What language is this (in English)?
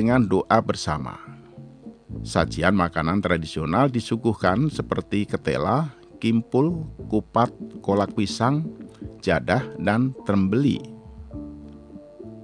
Indonesian